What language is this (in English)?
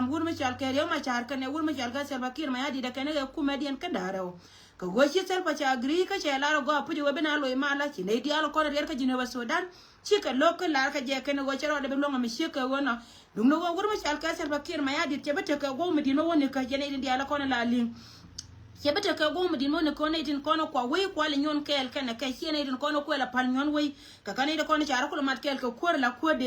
Nuer